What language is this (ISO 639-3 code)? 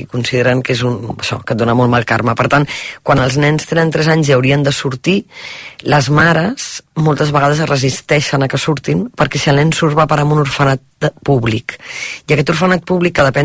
cat